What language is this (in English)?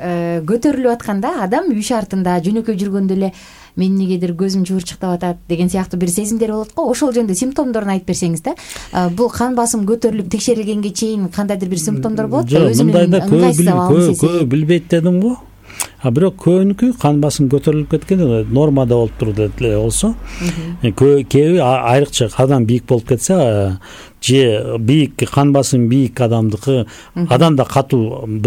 Kyrgyz